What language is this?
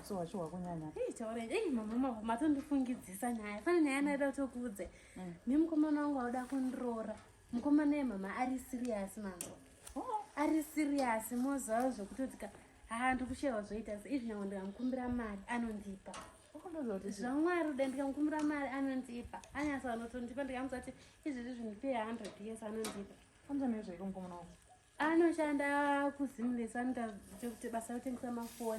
Shona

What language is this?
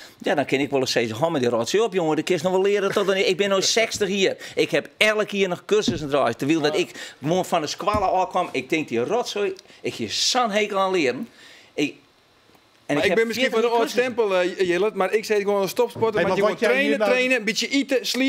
Western Frisian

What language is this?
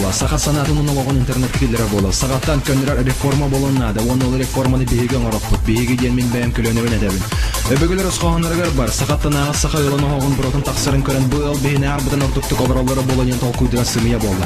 Yakut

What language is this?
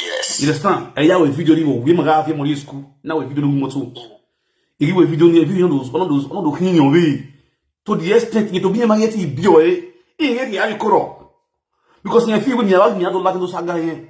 Nigerian Pidgin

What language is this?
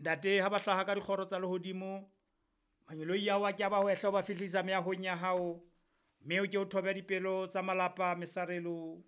Southern Sotho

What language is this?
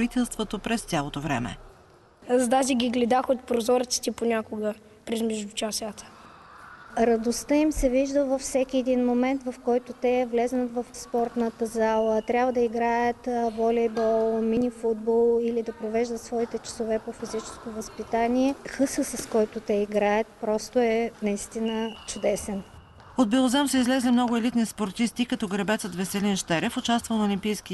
Bulgarian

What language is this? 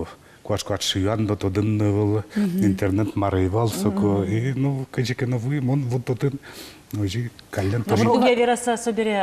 Udmurt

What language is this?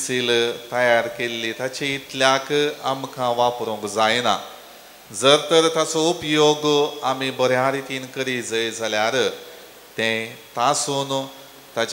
Konkani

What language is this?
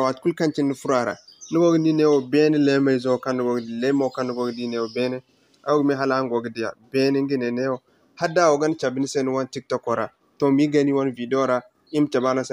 Zarma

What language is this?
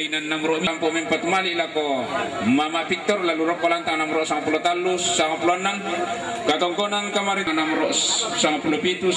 Toraja-Sa'dan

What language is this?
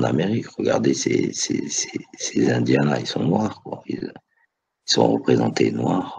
French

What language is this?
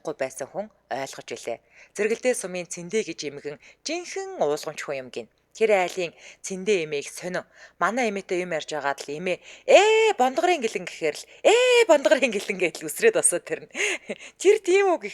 Mongolian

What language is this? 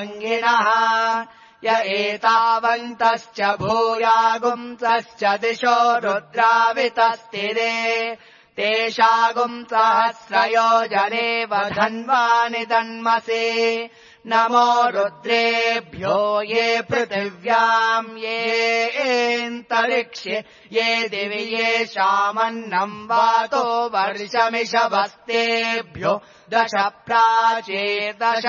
Sanskrit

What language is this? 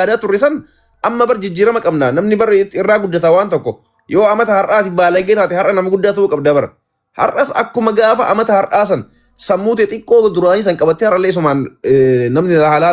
Oromo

